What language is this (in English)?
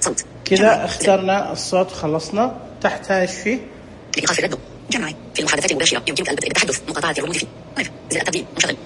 Najdi Arabic